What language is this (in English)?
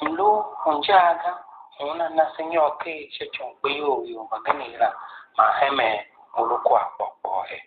Tiv